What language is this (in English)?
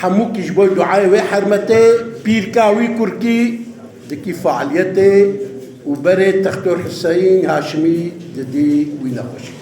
Kurdish